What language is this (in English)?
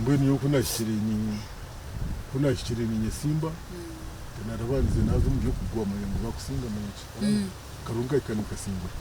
Nyankole